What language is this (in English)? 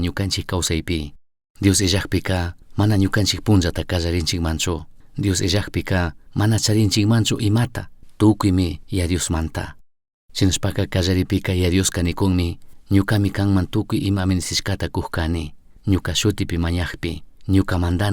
Chimborazo Highland Quichua